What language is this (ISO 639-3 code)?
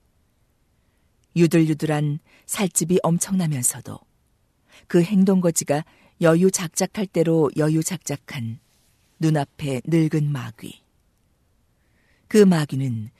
kor